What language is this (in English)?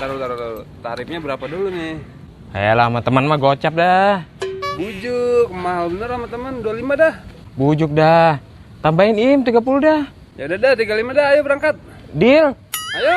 Betawi